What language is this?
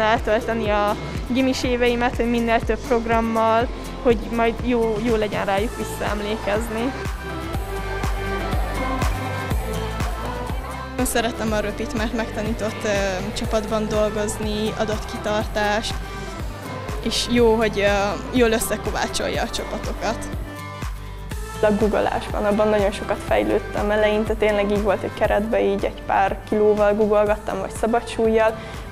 Hungarian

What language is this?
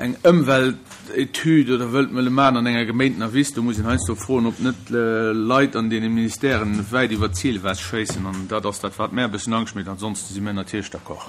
Luxembourgish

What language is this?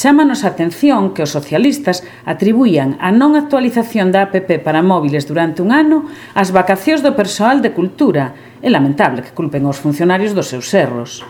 Galician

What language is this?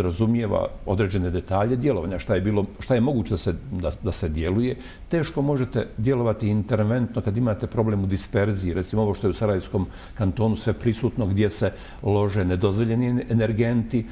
Bosnian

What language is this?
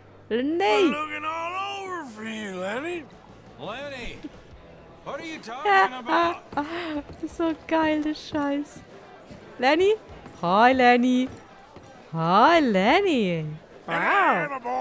Swiss German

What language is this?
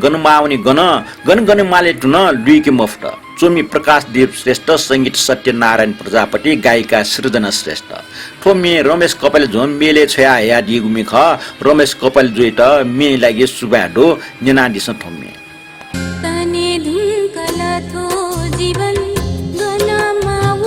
Newari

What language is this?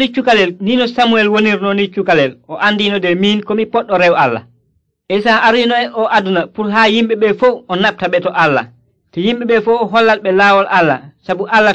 Nigerian Fulfulde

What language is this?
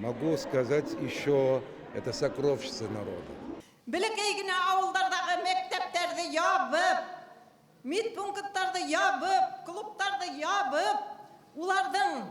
Bashkir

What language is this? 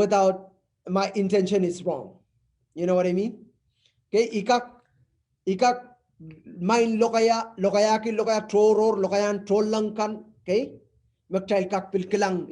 Pohnpeian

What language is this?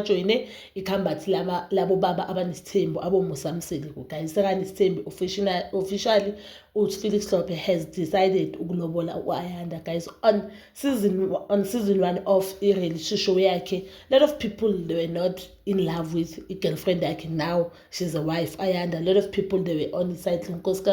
Zulu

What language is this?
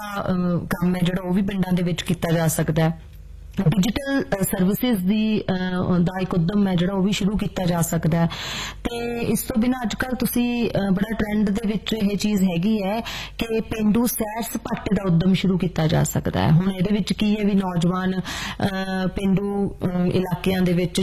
Punjabi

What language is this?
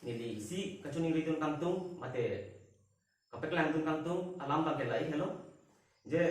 Karbi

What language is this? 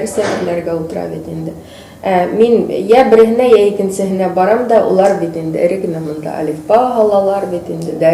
Bashkir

